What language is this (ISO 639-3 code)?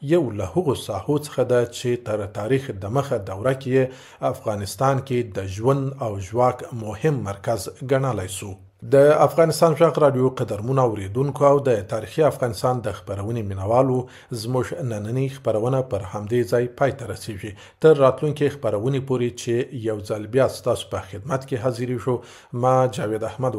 pus